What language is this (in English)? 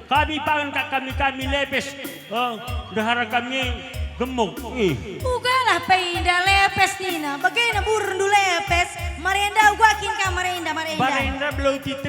Batak Karo